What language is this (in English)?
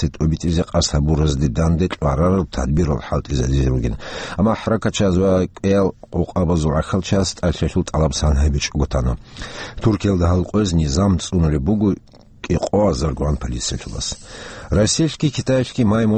Avaric